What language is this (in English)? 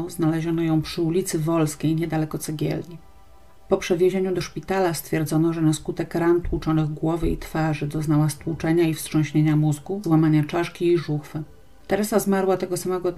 Polish